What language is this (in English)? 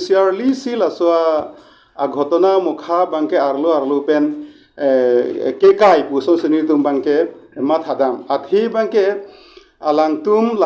Karbi